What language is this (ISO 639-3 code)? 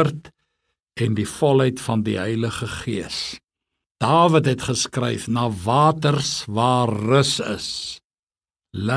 afr